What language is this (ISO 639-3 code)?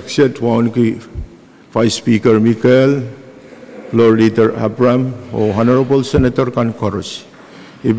pon